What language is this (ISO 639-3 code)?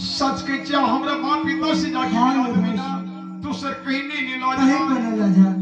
mai